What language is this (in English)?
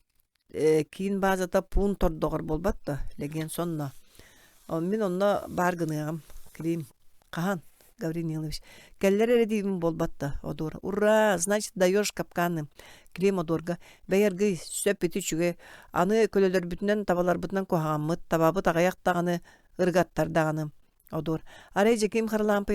Yakut